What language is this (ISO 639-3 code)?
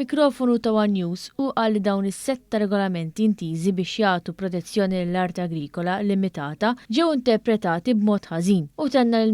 mlt